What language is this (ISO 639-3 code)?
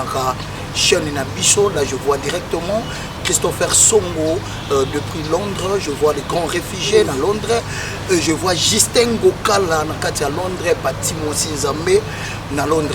lin